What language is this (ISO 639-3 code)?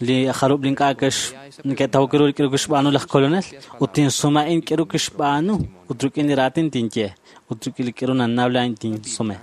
kek